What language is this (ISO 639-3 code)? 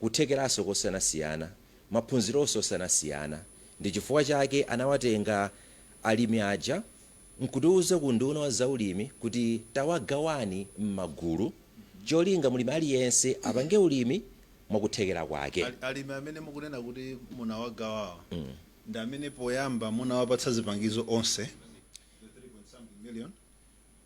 nya